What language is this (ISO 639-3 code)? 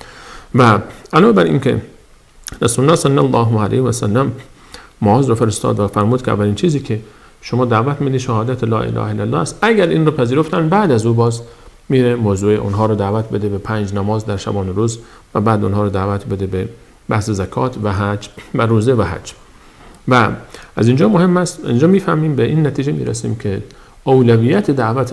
fas